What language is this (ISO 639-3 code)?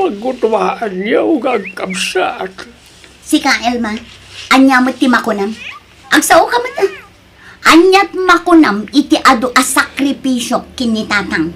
ilo